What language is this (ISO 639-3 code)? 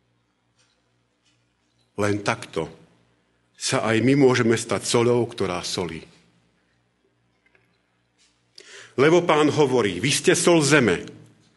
slk